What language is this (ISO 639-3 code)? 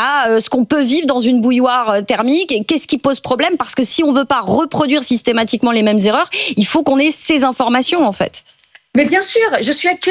fra